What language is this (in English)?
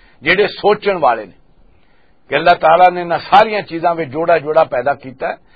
Western Panjabi